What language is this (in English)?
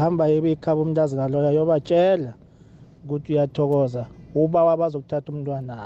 South Ndebele